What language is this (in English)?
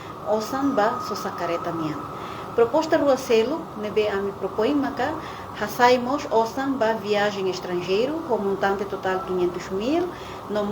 Tetum